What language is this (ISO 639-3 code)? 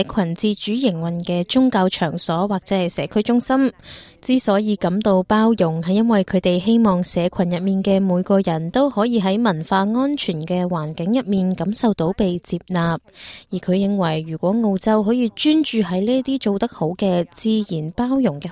yue